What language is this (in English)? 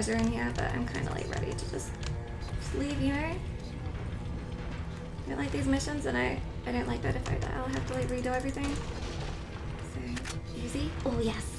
English